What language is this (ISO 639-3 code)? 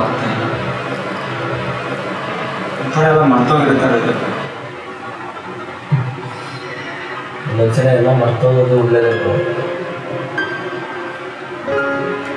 kan